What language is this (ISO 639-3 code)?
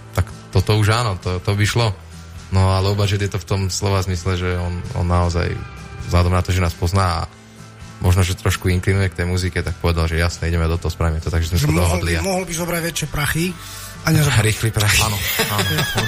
slk